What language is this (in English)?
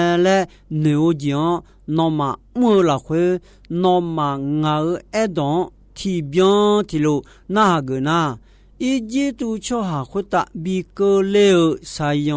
Akha